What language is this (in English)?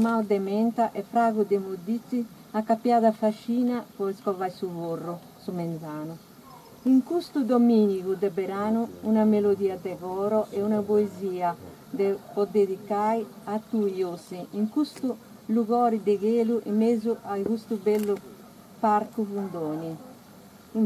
Sardinian